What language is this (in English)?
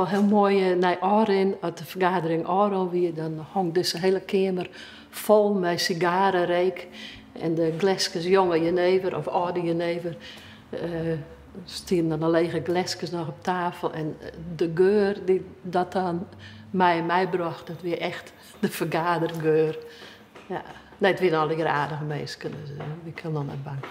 Western Frisian